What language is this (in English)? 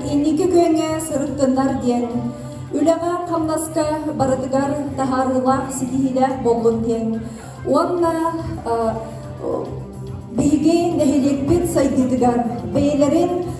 Yakut